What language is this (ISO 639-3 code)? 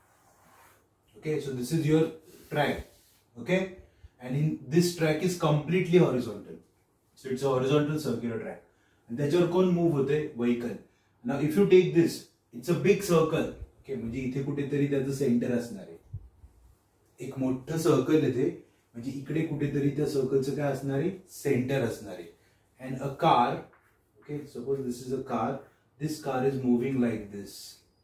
mar